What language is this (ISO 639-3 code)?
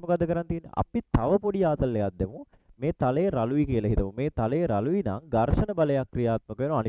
sin